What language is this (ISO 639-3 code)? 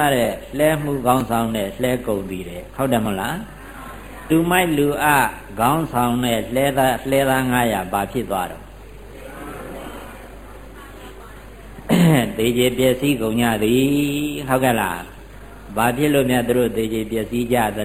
mya